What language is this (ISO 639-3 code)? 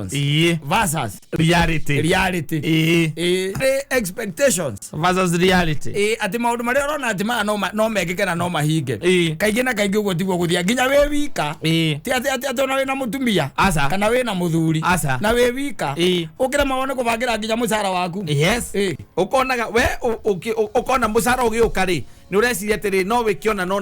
kik